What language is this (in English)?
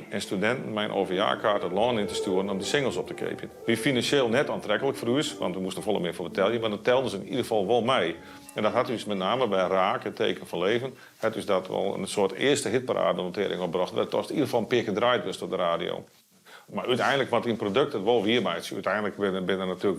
Western Frisian